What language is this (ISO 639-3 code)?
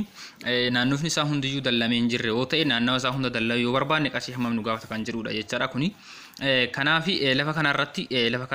orm